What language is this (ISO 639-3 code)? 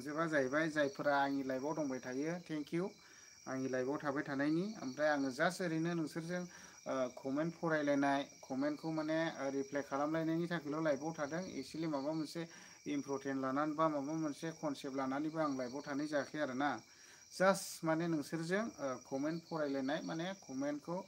brx